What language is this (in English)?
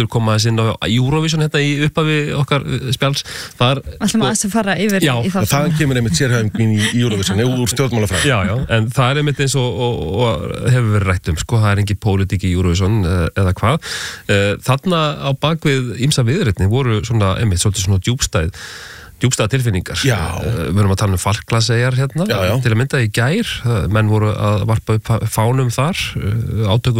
Icelandic